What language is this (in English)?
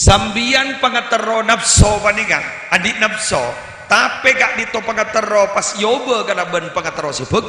Madurese